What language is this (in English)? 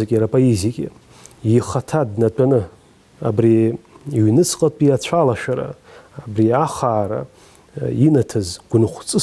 Abkhazian